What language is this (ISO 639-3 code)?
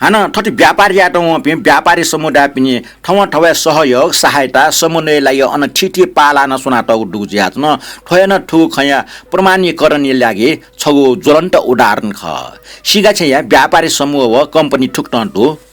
new